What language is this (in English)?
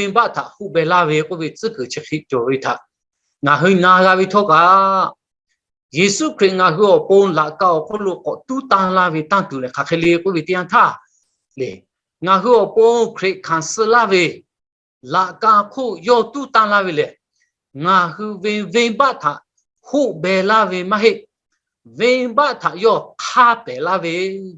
Lahu